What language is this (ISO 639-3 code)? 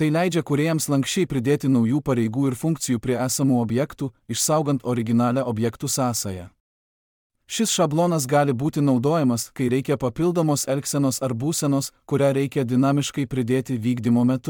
lit